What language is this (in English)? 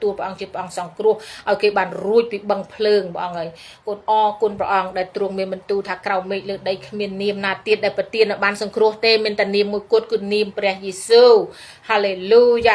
Khmer